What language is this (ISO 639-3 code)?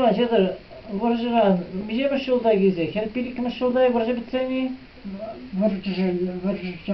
chv